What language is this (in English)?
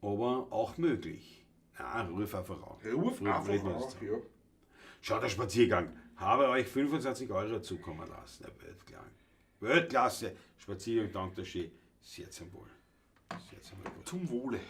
Bavarian